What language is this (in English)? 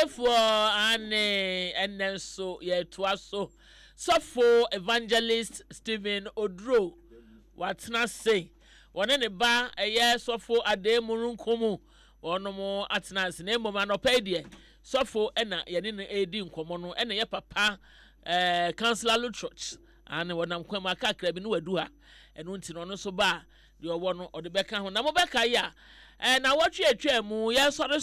Akan